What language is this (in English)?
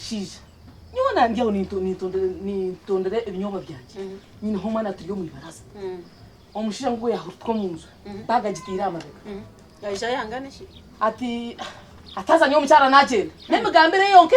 Nyankole